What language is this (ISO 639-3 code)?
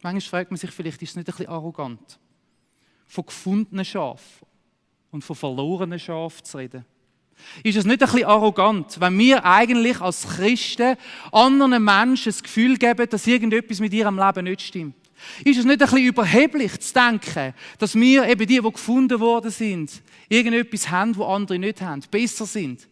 gsw